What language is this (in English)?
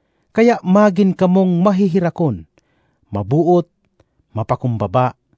Bikol